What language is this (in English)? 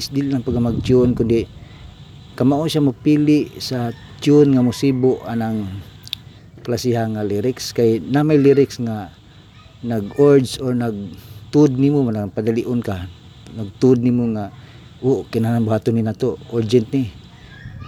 Cebuano